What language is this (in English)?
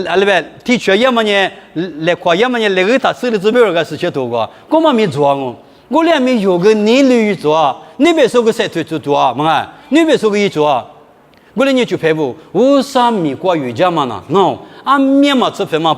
Lisu